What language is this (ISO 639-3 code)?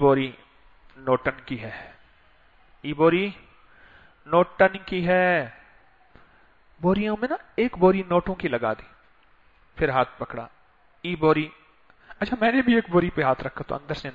urd